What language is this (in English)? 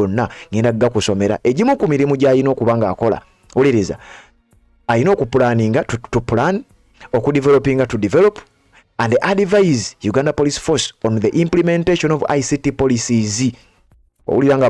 Ganda